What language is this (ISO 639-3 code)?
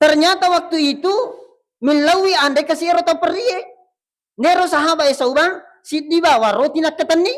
bug